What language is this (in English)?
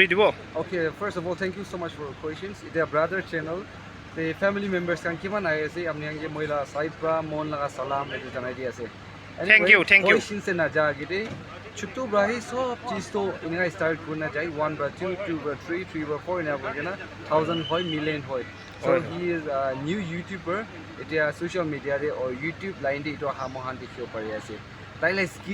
Naga Pidgin